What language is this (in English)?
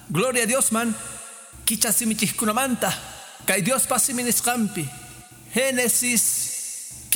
Quechua